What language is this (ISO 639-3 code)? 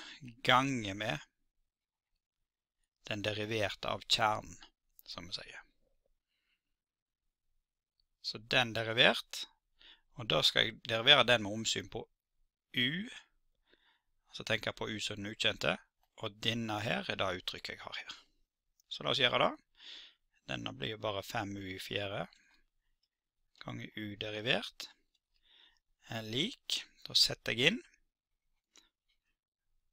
nor